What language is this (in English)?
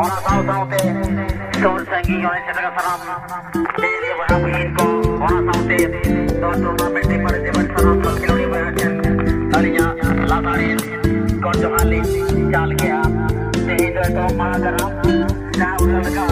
Santali